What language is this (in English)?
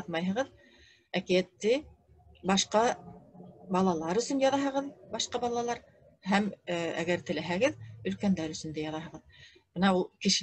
Bashkir